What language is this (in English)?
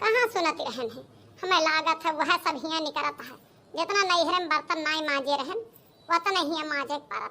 Awadhi